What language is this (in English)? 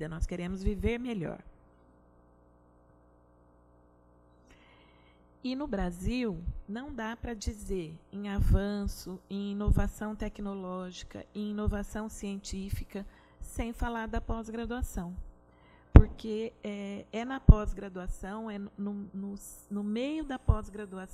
Portuguese